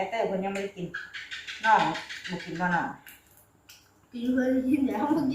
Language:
Northeastern Thai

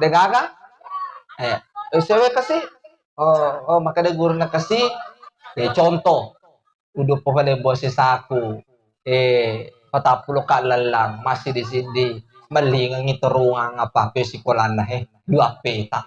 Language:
Buginese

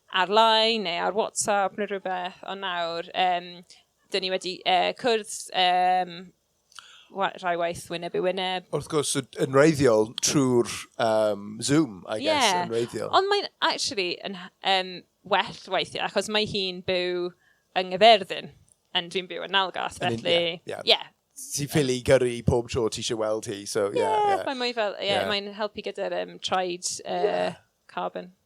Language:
Welsh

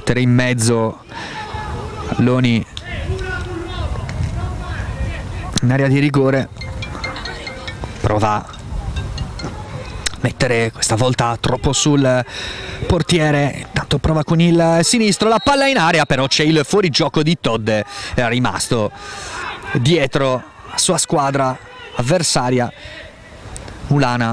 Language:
Italian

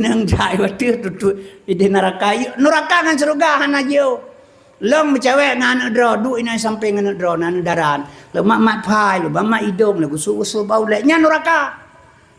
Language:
Achinese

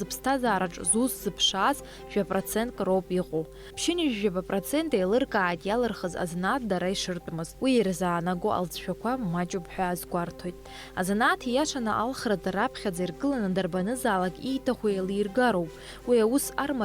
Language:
Abkhazian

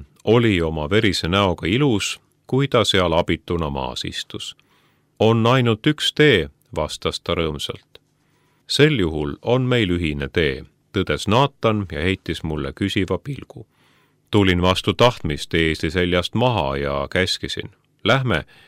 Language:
Estonian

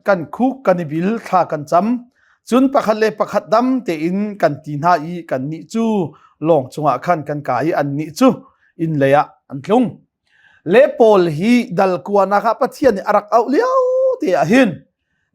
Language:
Hakha Chin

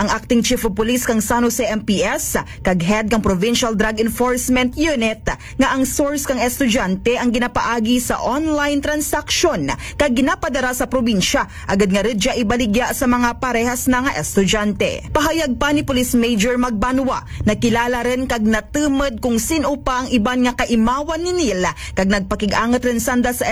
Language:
Aklanon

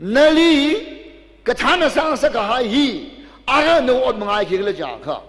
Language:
Tangkhul Naga (India)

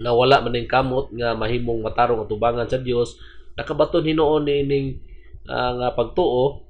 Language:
Cebuano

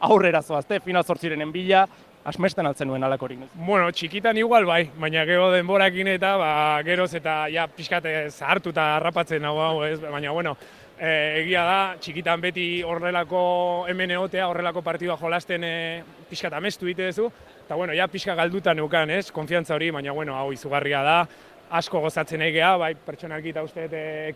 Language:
Basque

